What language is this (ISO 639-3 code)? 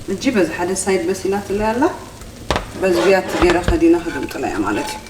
tir